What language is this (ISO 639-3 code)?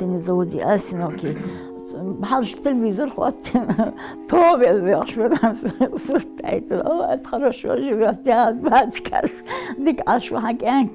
inh